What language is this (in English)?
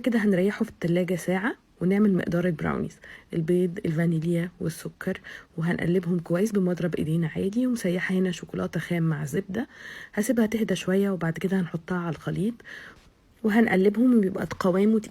Egyptian Arabic